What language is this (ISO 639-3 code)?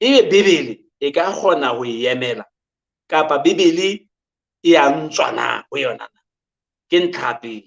sot